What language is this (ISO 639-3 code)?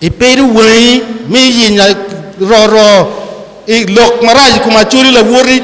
ach